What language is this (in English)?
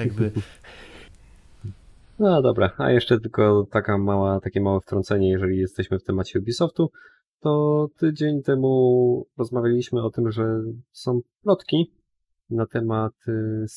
Polish